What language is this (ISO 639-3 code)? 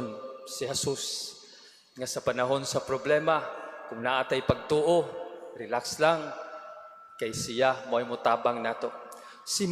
ceb